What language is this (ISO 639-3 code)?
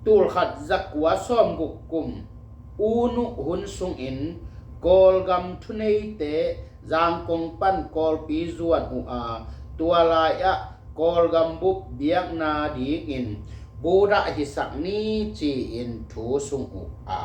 ctd